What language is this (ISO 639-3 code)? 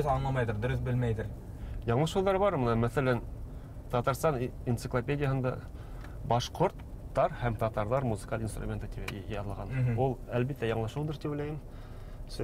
bak